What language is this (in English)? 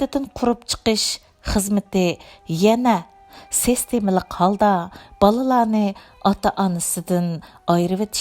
Uyghur